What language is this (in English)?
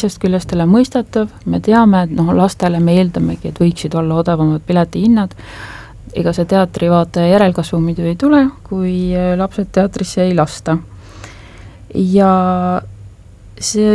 Estonian